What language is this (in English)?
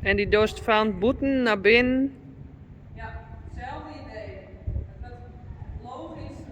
Western Frisian